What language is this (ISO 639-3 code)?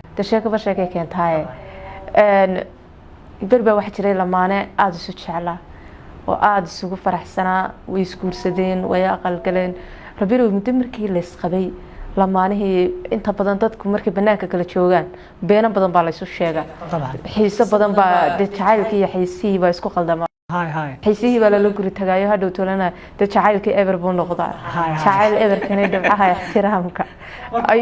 som